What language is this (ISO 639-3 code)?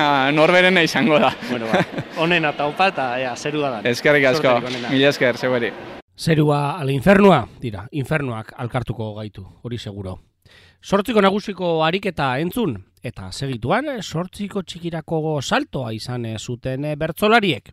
eus